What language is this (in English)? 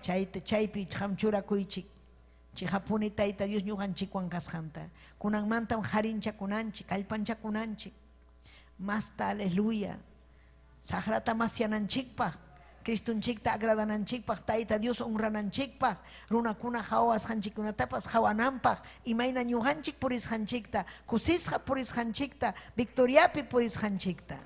Ayacucho Quechua